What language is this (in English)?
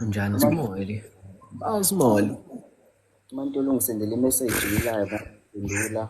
Zulu